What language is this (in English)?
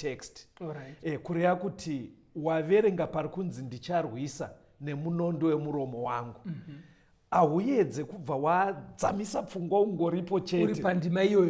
Shona